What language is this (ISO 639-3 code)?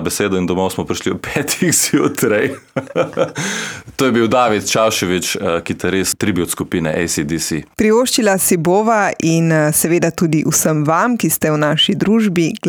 slv